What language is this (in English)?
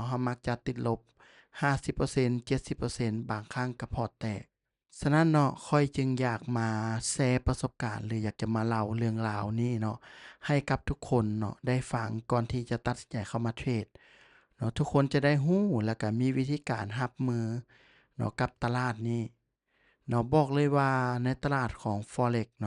Lao